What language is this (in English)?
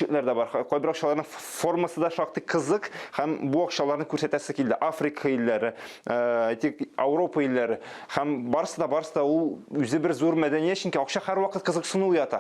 Tatar